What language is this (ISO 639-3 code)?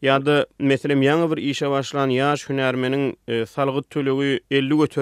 tuk